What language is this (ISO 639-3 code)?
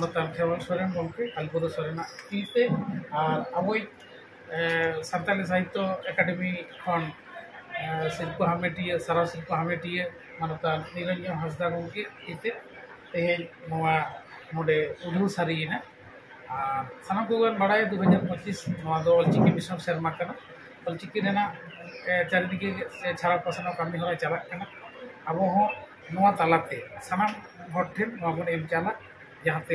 sat